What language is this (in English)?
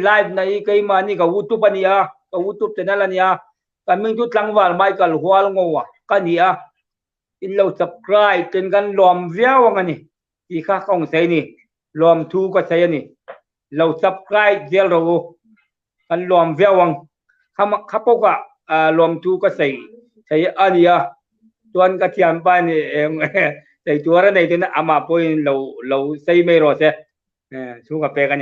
Hmar